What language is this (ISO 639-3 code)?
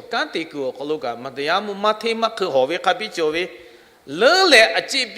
lhu